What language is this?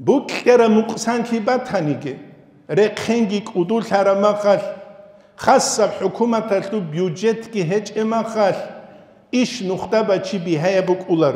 Avaric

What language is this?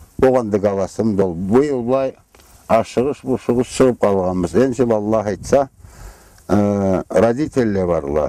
Karachay-Balkar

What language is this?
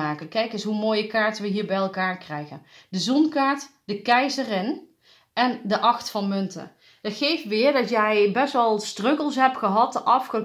Dutch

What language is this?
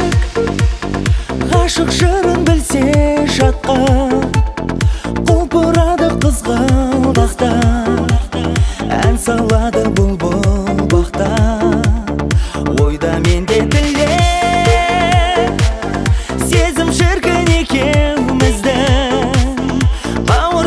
Kazakh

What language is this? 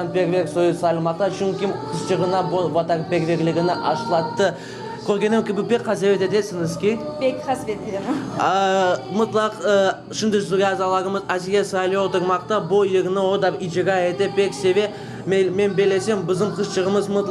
Crimean Tatar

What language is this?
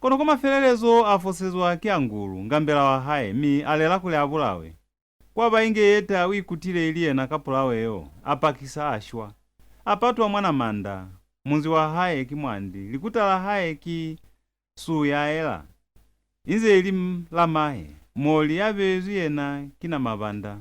Lozi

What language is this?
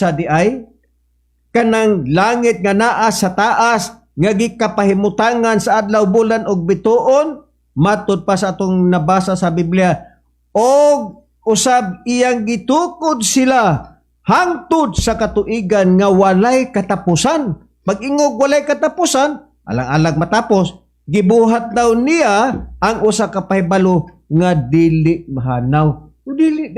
Cebuano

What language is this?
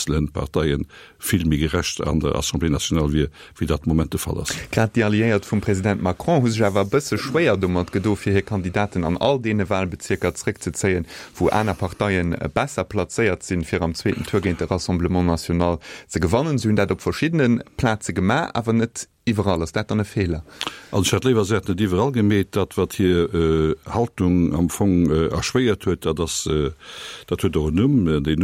Luxembourgish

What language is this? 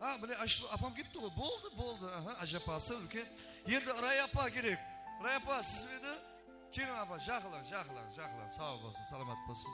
Kara-Kalpak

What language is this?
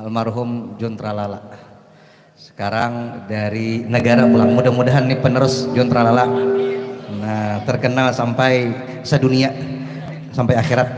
Banjar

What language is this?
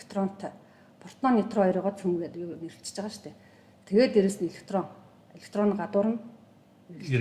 Mongolian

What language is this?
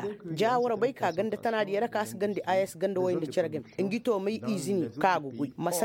Koyraboro Senni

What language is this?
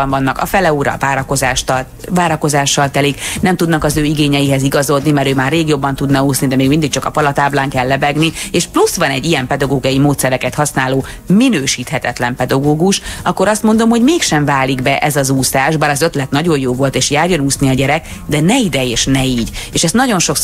Hungarian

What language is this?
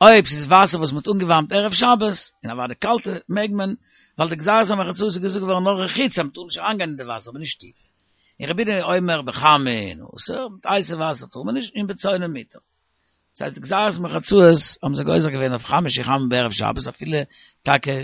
Yiddish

